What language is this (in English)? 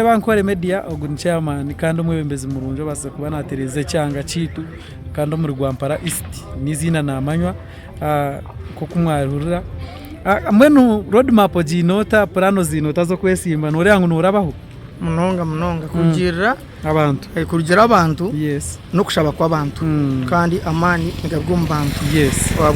Nyankole